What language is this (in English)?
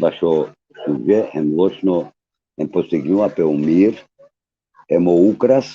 Balkan Romani